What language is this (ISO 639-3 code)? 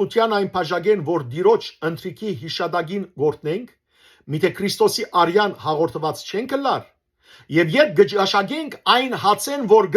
hyw